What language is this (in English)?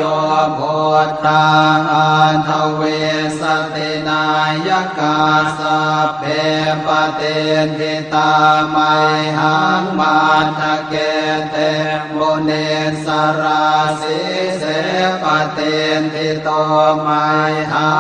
Pali